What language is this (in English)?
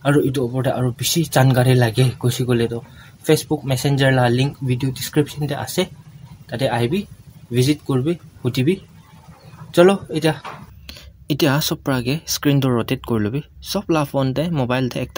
Naga Pidgin